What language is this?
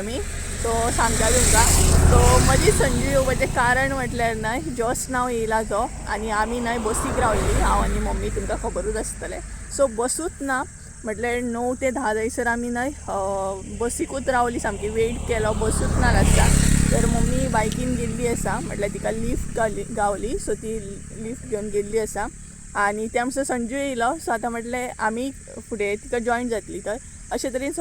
Konkani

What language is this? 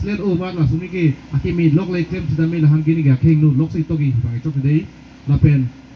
Karbi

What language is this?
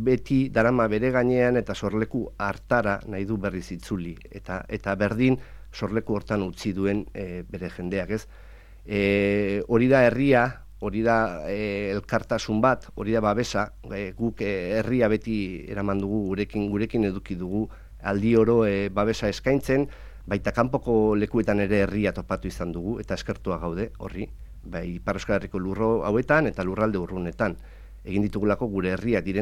Basque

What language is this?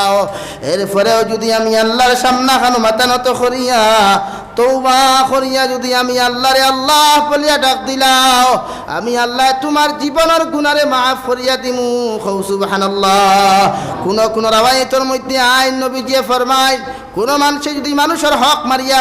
Sylheti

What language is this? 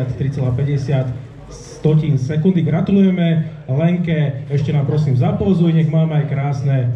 Slovak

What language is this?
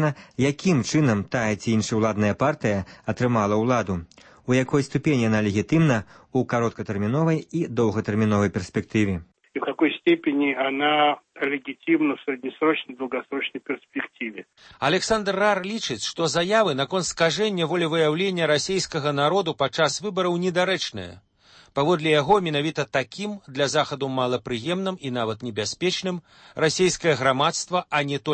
Belarusian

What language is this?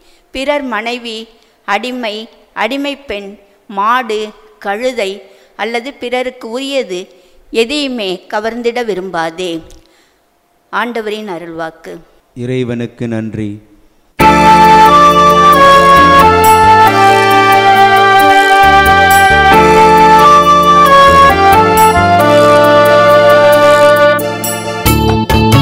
Tamil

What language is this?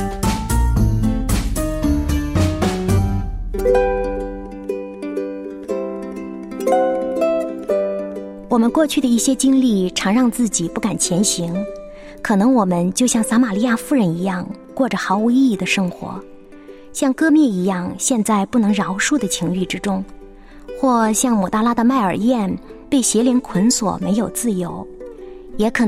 Chinese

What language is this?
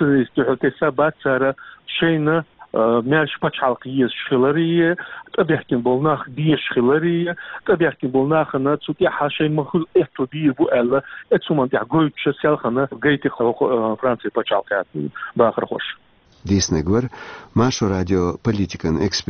Chechen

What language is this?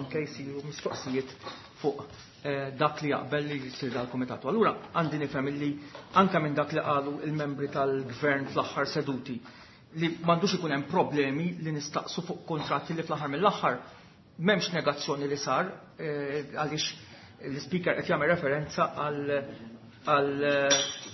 Maltese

